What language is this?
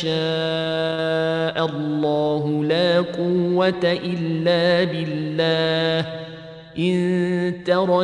Arabic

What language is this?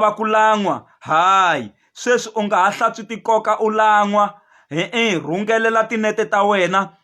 Tsonga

